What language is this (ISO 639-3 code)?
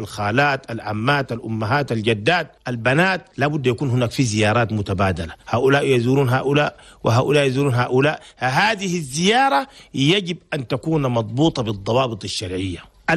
shu